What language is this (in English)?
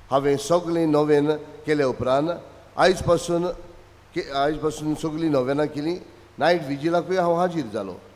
Konkani